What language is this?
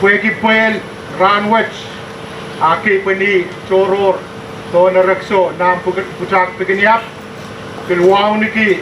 Pohnpeian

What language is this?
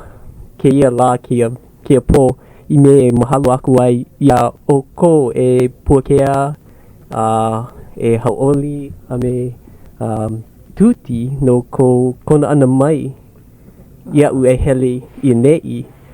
Hawaiian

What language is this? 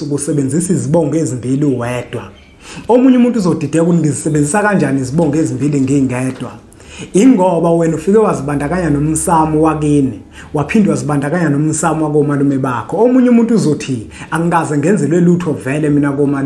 Zulu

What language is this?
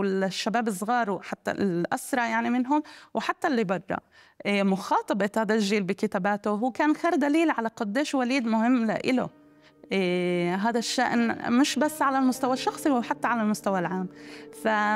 North Levantine Arabic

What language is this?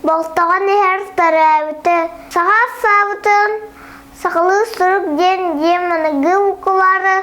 Yakut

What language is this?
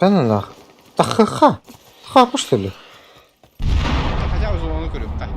Yakut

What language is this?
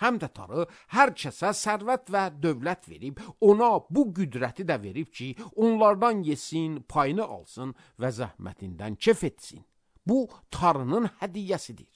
Azerbaijani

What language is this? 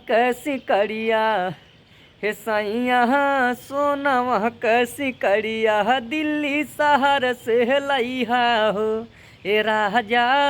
Bhojpuri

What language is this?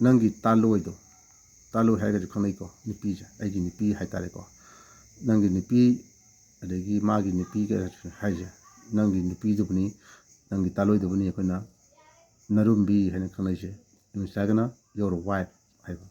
Manipuri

